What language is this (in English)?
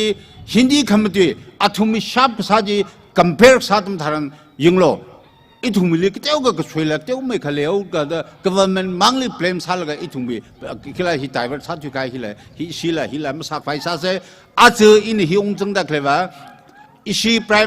Tangkhul Naga (India)